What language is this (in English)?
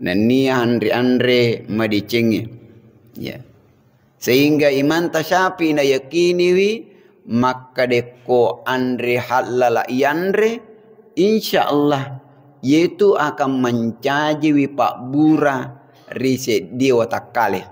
Buginese